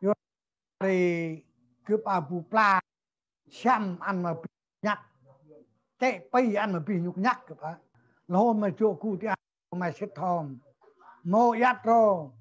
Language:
Central Mnong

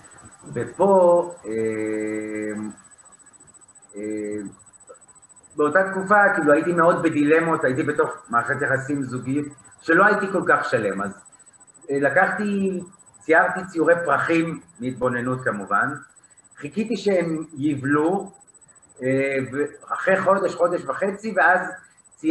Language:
Hebrew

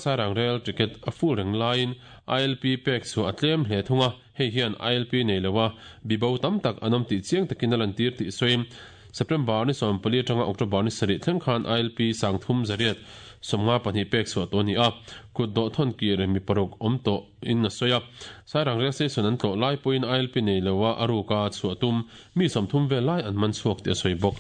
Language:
Mizo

